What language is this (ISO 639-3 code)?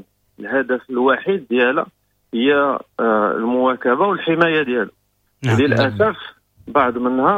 ary